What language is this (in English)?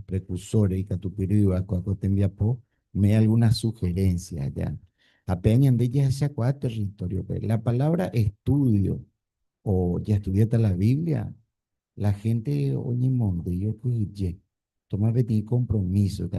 Guarani